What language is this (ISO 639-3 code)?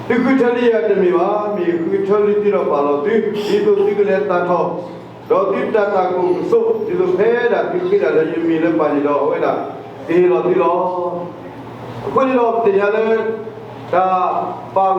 ksw